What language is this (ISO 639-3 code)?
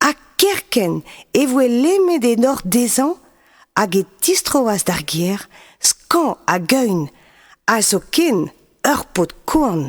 bre